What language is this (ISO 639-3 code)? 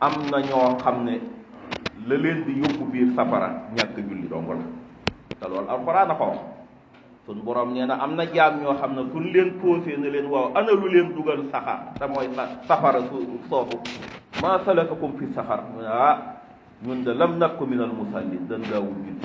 wol